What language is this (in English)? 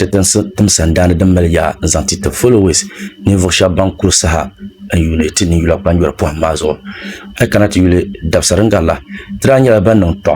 Dagbani